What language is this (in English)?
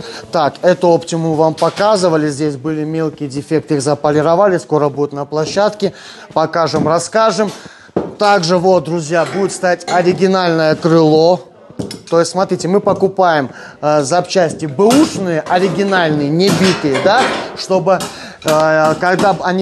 Russian